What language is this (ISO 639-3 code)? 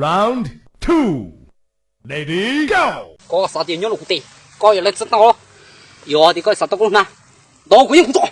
hmn